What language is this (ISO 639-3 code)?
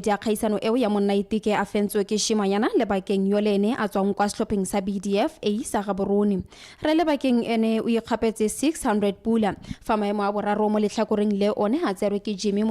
tsn